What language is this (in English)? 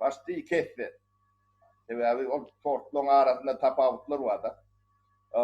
Turkmen